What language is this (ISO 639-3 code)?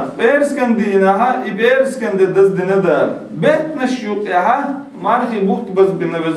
che